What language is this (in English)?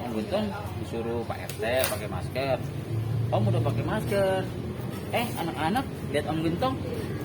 Betawi